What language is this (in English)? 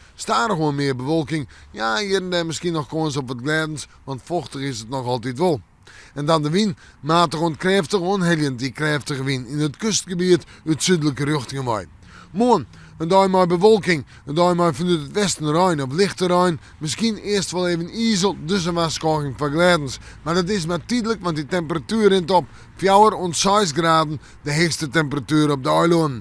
Western Frisian